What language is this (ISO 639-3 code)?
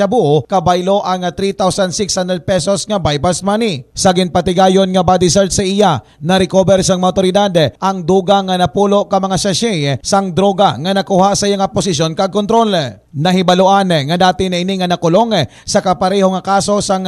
hil